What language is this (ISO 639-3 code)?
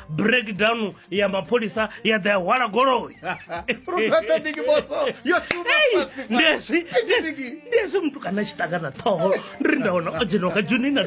ven